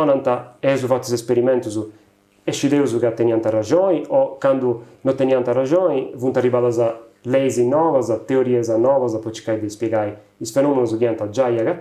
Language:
Sardinian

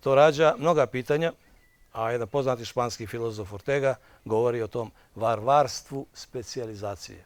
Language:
Bosnian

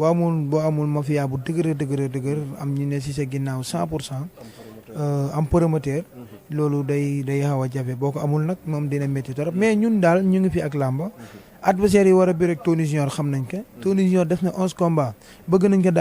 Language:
Wolof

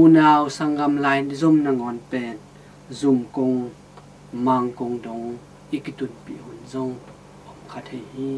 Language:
Tedim Chin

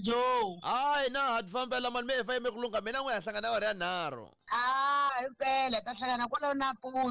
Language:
Tsonga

